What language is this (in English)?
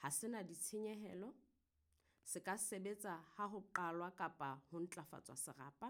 Southern Sotho